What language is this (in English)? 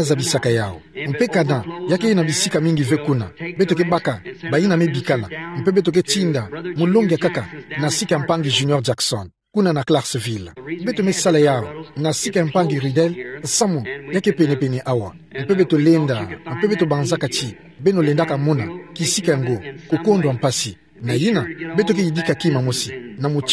Kituba (Democratic Republic of Congo)